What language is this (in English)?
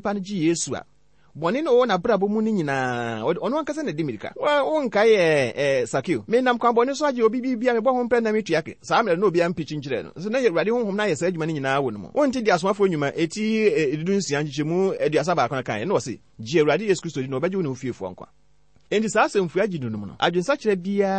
Akan